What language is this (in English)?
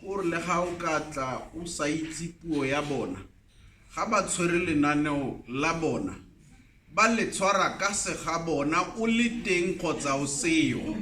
Tswana